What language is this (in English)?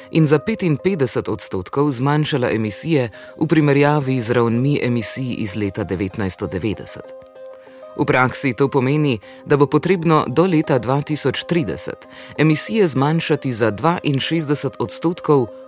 Slovenian